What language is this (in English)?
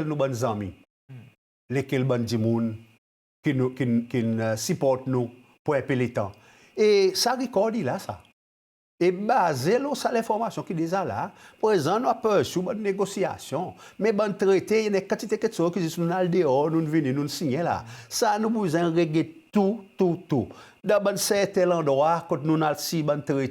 Seselwa Creole French